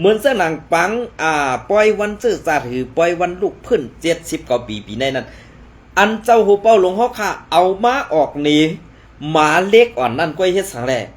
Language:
Shan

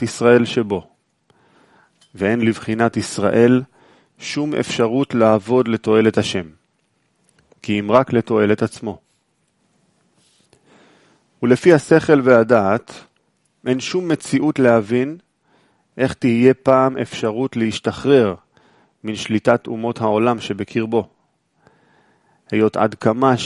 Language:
Hebrew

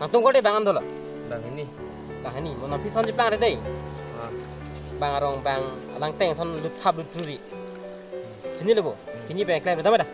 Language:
Karbi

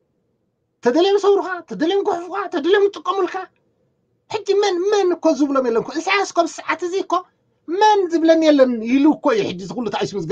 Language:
Tigrinya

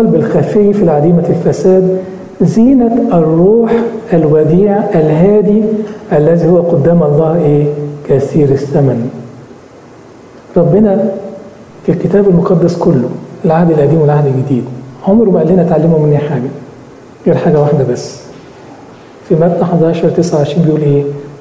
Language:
Egyptian Arabic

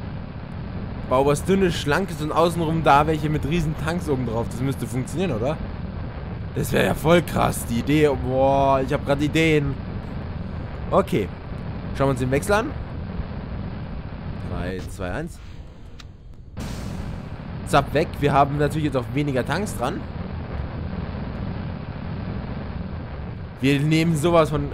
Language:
German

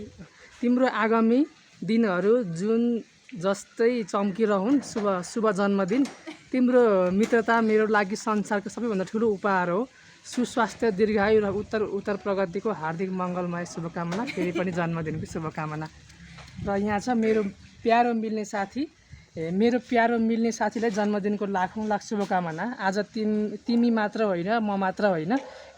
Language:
Nepali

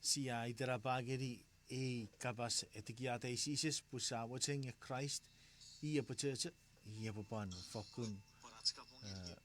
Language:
Chuukese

